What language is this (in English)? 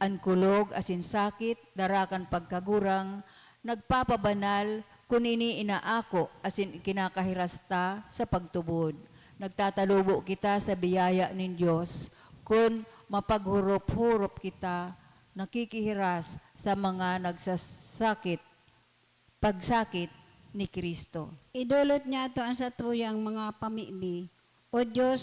Bikol